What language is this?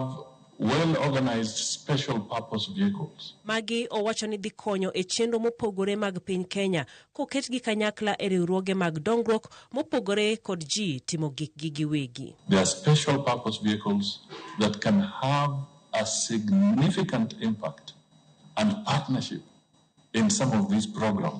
Luo (Kenya and Tanzania)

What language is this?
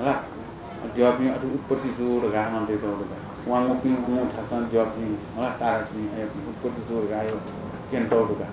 Newari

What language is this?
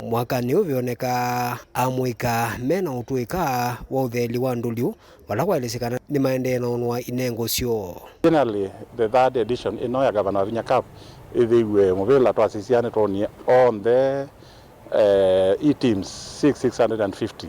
Kamba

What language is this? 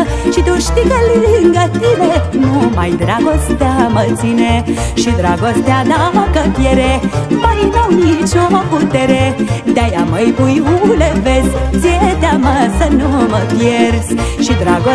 Romanian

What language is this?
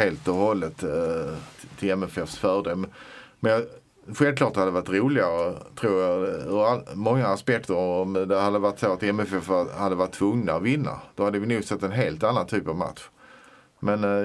Swedish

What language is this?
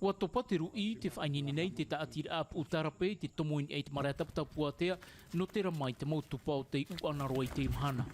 Tahitian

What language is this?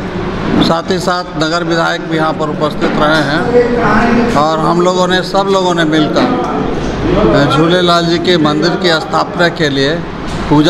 Hindi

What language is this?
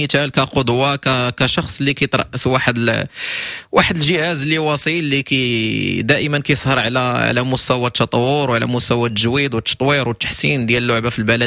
Moroccan Arabic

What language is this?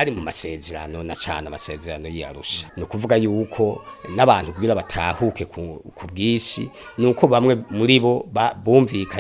Rundi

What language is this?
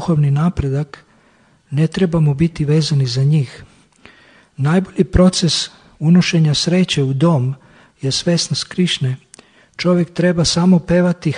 Serbian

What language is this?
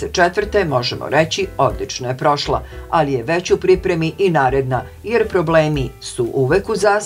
Serbian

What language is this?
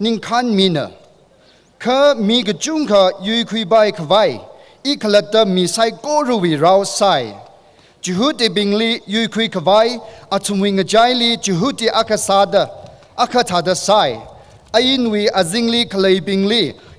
Tangkhul Naga (India)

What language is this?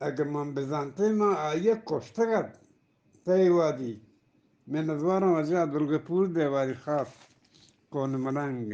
Eastern Balochi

